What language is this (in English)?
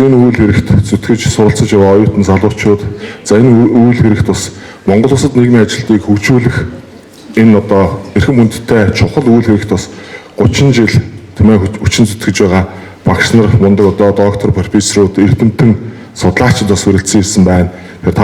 Mongolian